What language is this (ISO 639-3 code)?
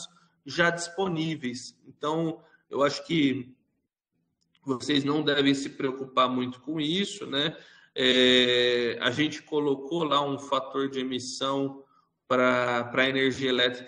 por